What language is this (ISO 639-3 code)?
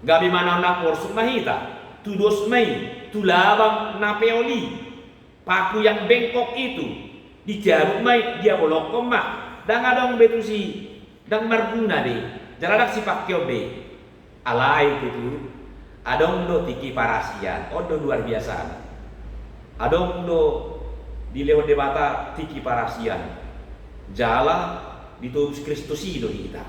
bbc